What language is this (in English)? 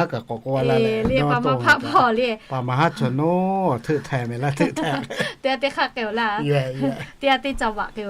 Lahu